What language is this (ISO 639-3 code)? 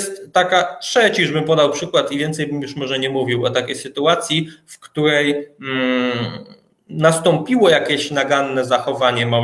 pol